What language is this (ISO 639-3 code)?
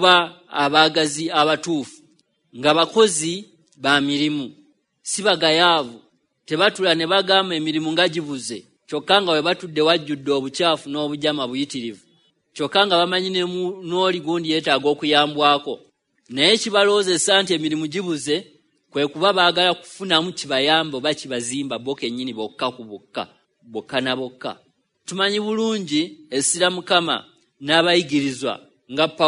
lug